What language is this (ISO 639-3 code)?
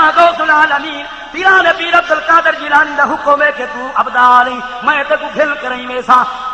skr